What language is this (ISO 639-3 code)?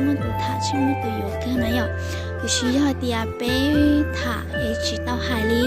hmn